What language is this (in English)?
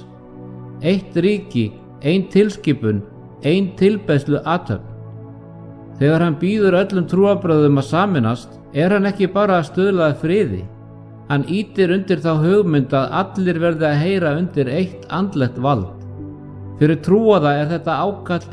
Icelandic